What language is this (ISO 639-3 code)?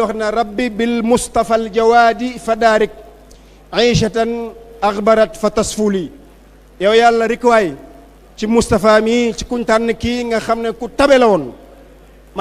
wol